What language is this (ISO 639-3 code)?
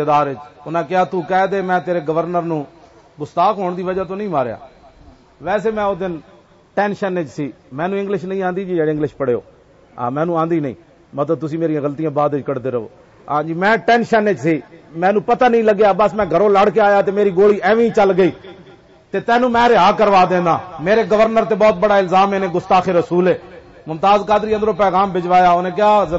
lah